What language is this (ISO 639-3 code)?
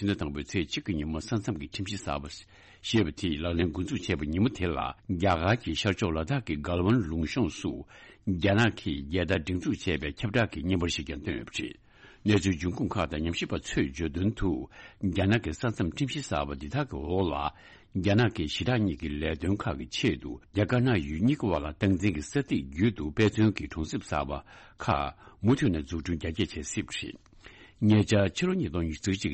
bod